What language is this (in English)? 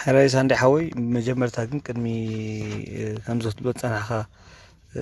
Tigrinya